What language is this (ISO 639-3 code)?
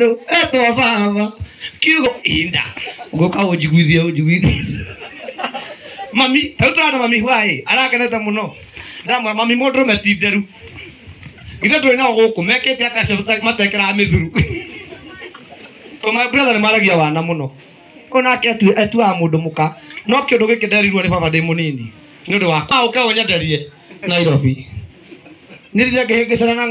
kik